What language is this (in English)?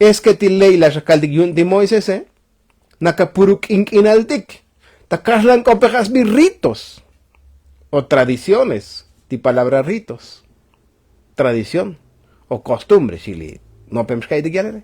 Tzotzil